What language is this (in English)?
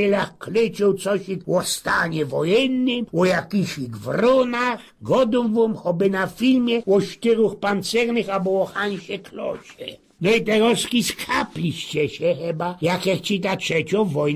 Silesian